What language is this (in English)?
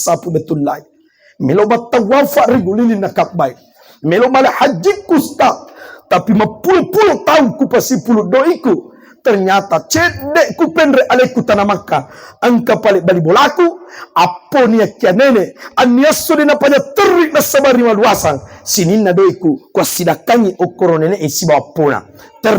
Buginese